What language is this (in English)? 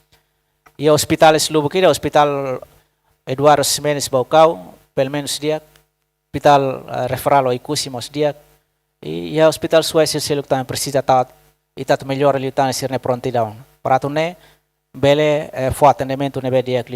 Tetum